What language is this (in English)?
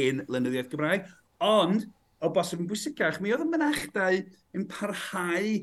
Welsh